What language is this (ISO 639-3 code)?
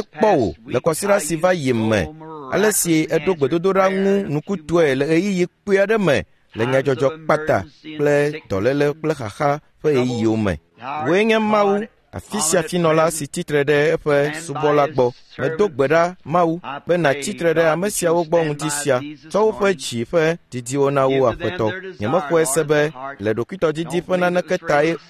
ewe